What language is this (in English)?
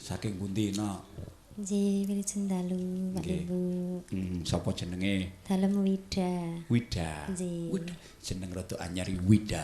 Javanese